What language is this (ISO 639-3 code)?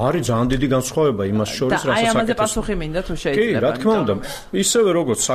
kat